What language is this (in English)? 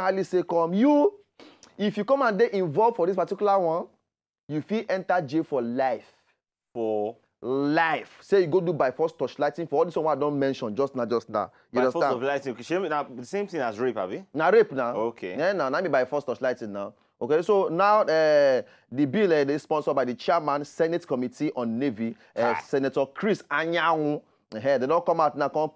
Nigerian Pidgin